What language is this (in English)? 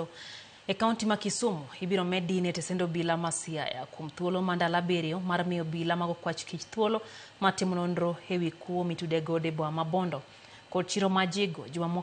Luo (Kenya and Tanzania)